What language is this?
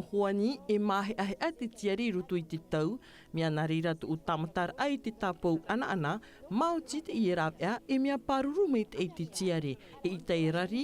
Tahitian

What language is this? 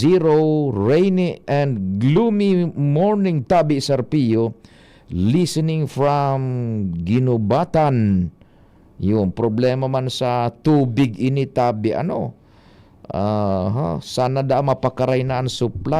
Bikol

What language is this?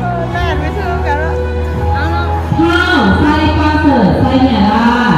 Northeastern Thai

